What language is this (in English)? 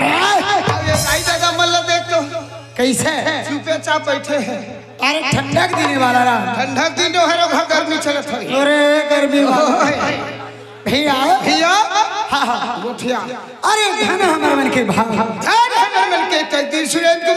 Chhattisgarhi